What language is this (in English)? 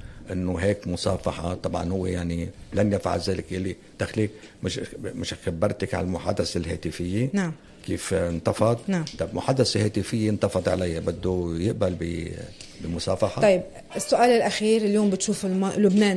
North Levantine Arabic